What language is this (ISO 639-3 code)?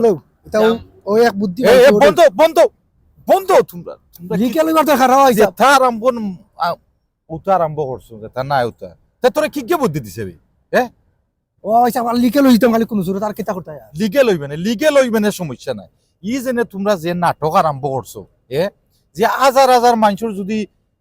syl